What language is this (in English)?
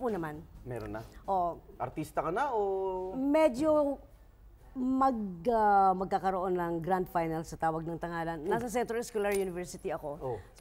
Filipino